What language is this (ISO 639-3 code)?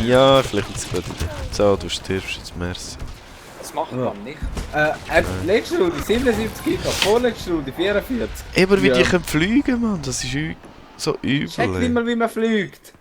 gsw